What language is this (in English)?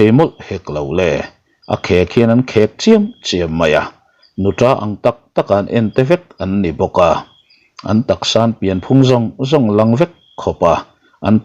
Mizo